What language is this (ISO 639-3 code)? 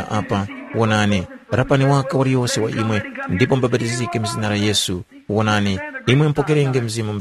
tum